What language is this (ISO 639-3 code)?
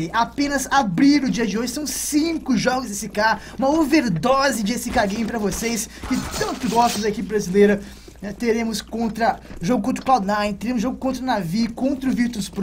por